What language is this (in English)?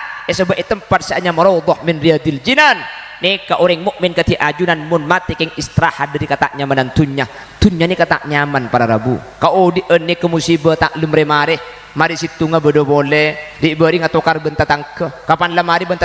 Madurese